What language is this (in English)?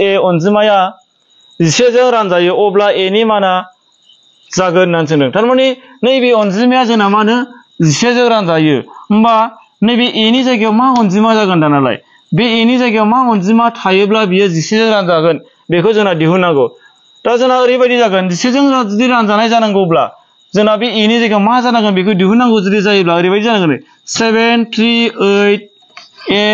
Bodo